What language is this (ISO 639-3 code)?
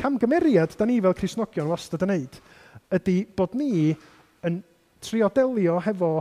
cym